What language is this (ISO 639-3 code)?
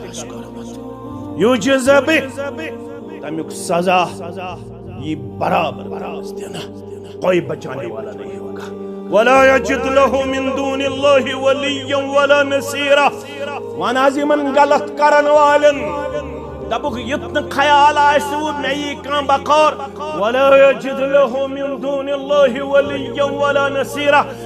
kas